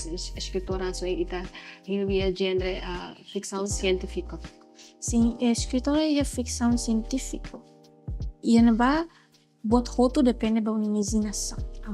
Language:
Tetum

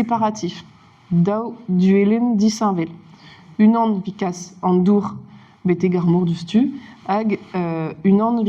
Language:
Breton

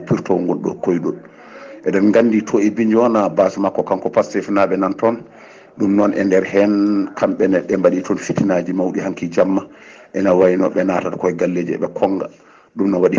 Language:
Fula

